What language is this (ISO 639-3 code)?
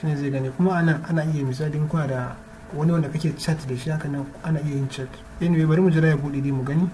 hau